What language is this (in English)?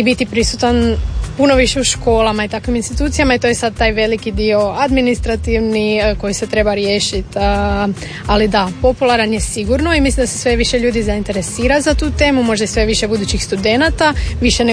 Croatian